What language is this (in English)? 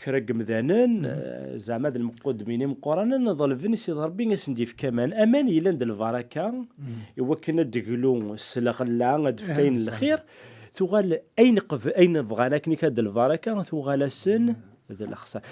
Kabyle